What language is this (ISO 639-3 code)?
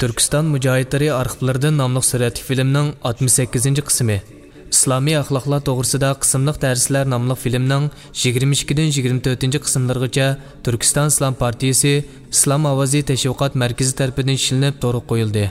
uig